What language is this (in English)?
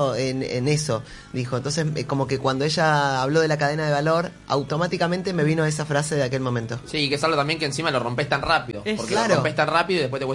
Spanish